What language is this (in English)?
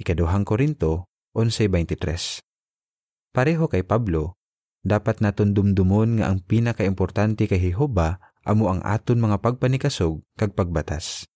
Hiligaynon